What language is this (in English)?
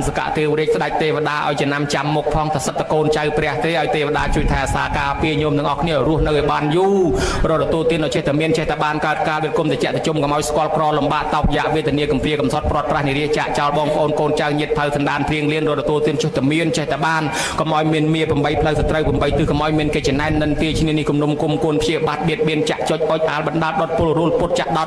Khmer